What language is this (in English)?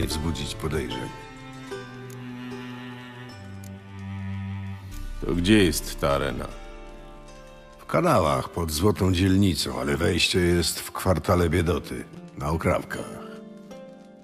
Polish